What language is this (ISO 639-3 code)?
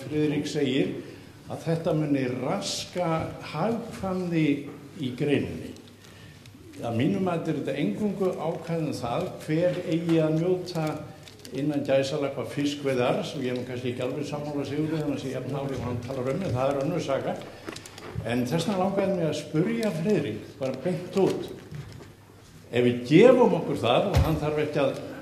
isl